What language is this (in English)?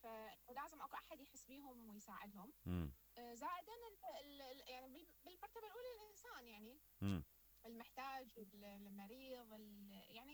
Mesopotamian Arabic